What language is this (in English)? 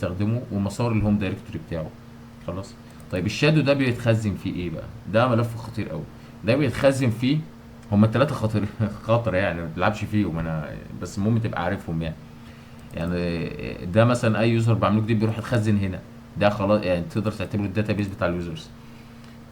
Egyptian Arabic